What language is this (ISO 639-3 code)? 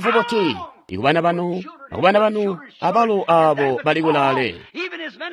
toi